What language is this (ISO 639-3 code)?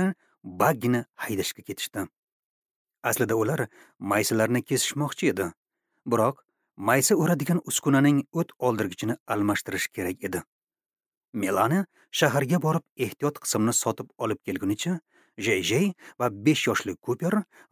uzb